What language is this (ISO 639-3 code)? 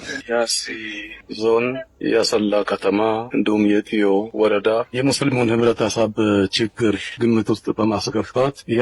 amh